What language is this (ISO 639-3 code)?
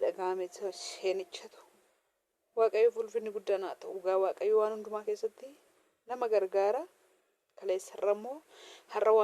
orm